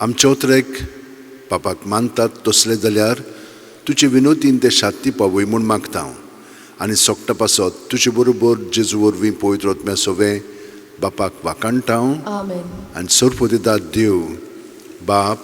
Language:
Konkani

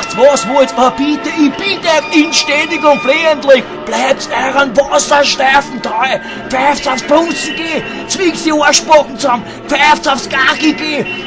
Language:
Bavarian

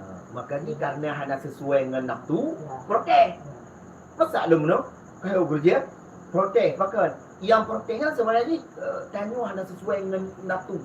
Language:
Achinese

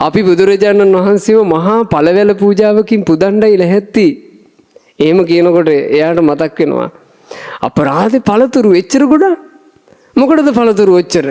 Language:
Sinhala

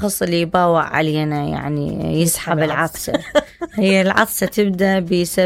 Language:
Mesopotamian Arabic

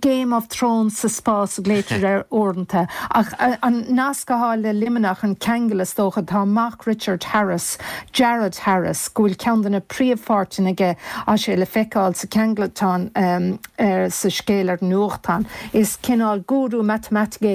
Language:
Irish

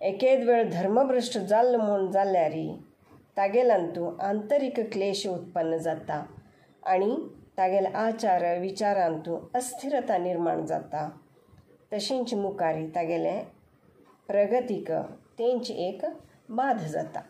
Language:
Konkani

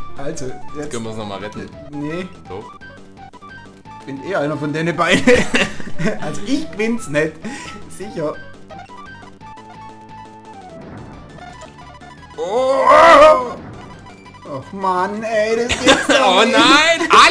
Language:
German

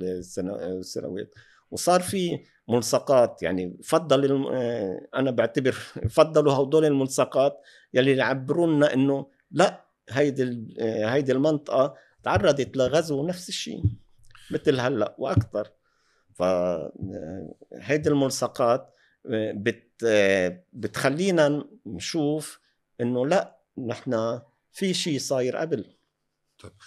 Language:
North Levantine Arabic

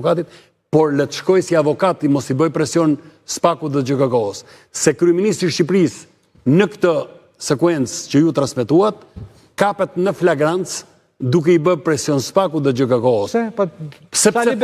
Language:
Albanian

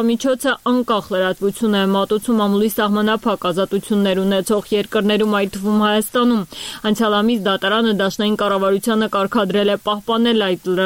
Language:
Armenian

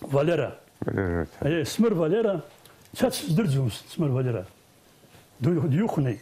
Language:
Abkhazian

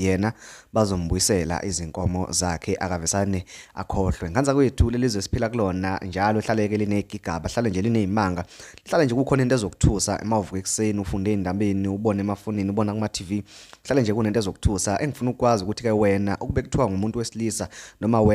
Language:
Zulu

